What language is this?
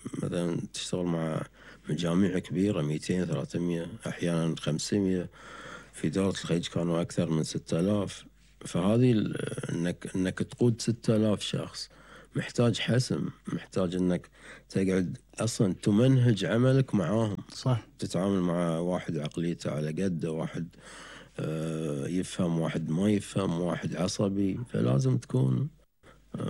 Gulf Arabic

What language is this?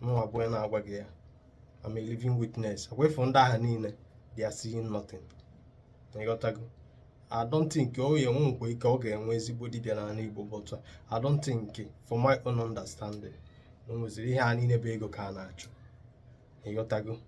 Igbo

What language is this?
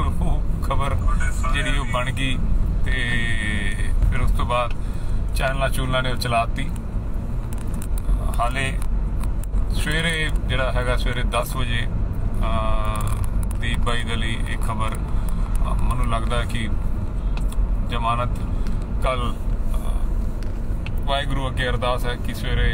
Punjabi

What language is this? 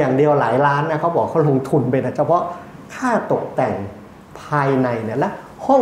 Thai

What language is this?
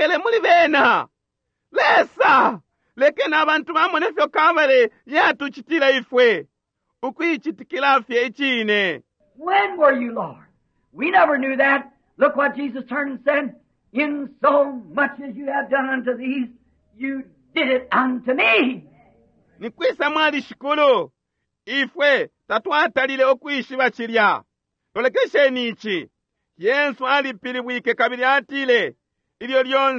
Bemba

